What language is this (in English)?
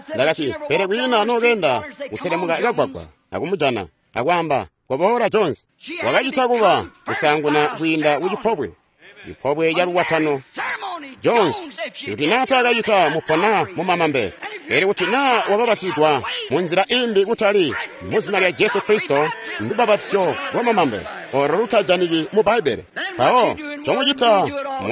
Tonga (Zambia)